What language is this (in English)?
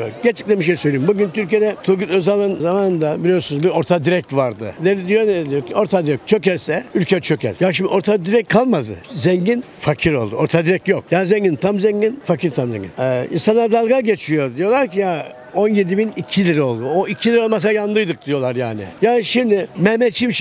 Turkish